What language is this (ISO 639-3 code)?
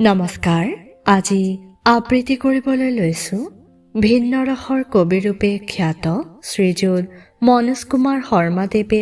asm